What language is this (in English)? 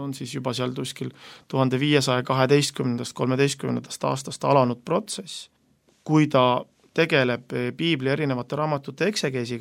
Estonian